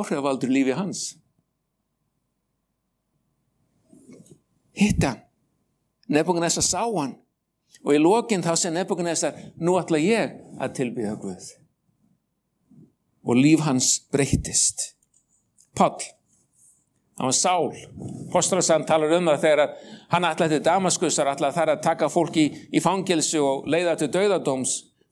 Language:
Icelandic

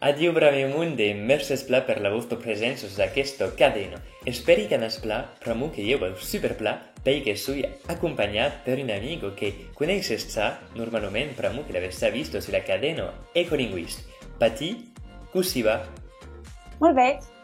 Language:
Occitan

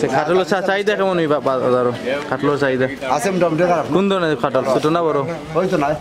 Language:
Sylheti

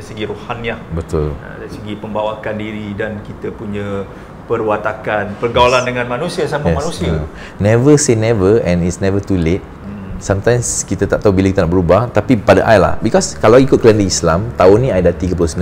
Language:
Malay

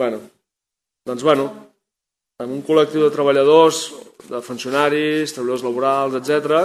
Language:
Catalan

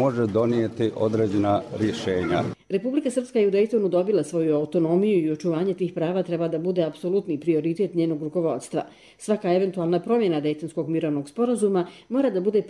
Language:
Bosnian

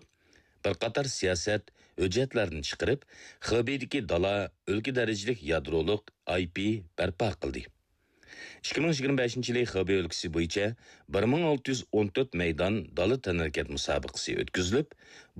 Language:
Uyghur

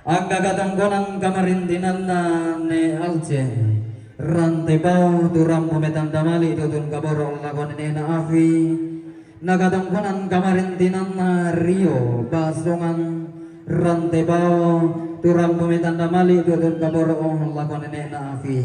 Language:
Toraja-Sa'dan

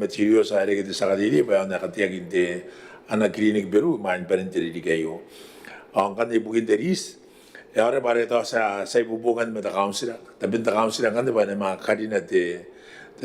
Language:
Gilbertese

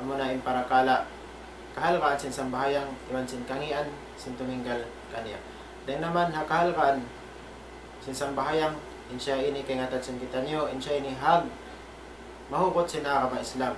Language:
Tausug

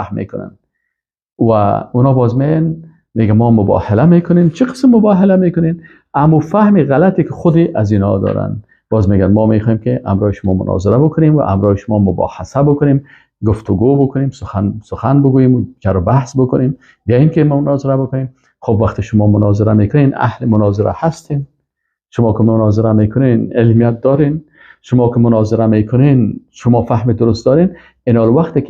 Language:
Persian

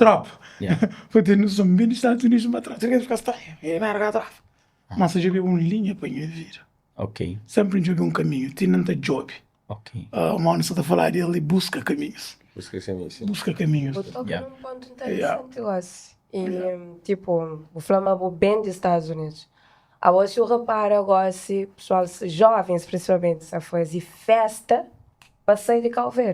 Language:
Kabuverdianu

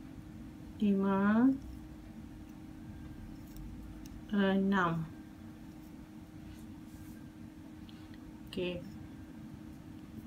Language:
Malay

